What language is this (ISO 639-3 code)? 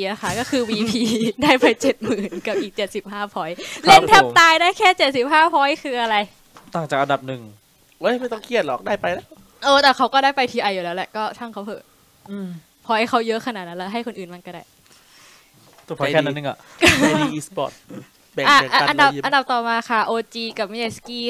tha